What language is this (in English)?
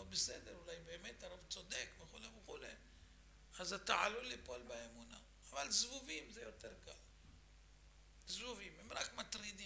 Hebrew